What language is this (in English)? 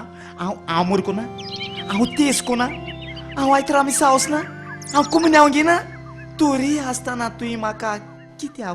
Konkani